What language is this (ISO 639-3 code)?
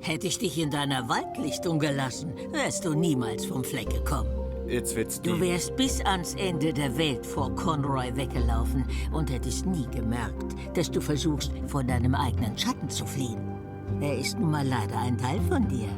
gsw